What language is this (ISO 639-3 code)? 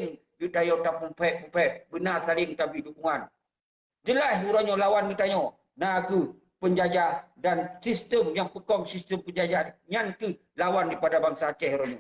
ace